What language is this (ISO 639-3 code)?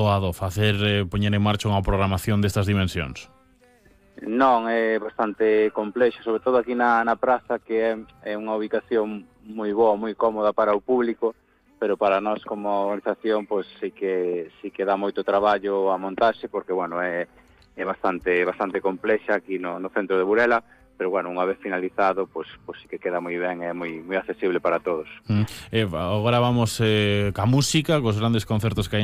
glg